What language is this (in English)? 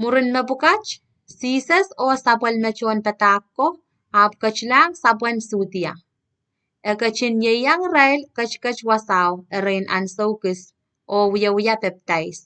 Pohnpeian